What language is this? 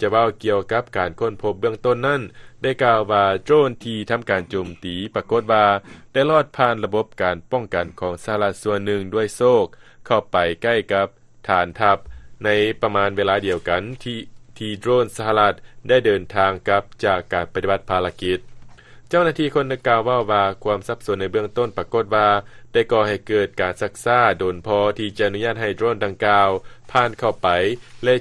Lao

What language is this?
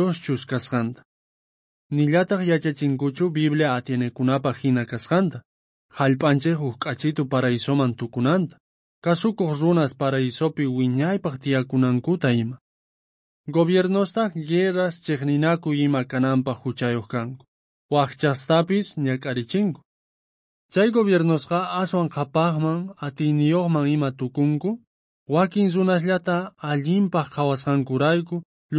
South Bolivian Quechua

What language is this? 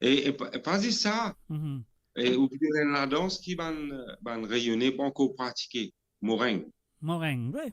Morisyen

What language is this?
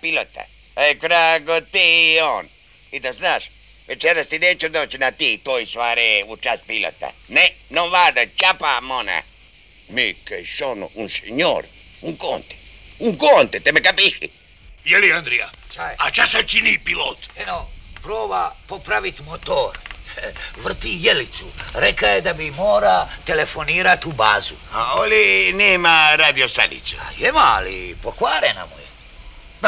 Croatian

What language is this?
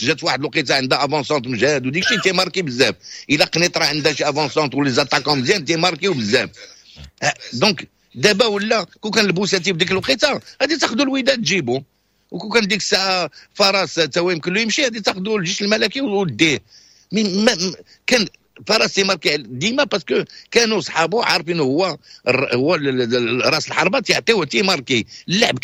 Moroccan Arabic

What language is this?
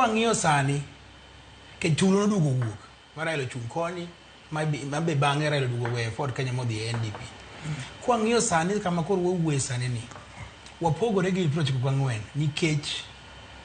Luo (Kenya and Tanzania)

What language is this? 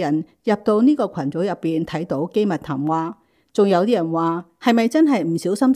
Cantonese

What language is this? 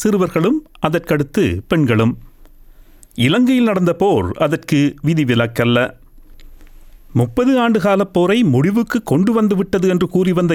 Tamil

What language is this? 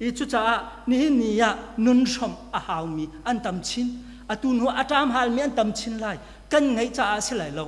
Hakha Chin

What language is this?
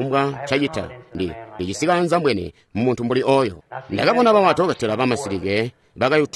Tonga (Zambia)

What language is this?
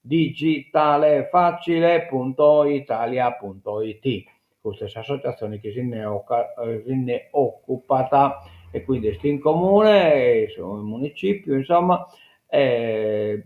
Sardinian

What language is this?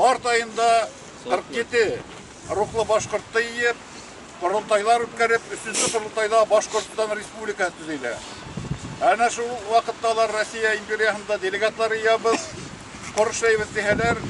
Bashkir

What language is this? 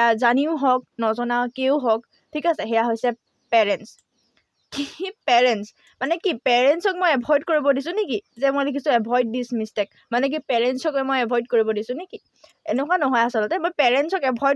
Assamese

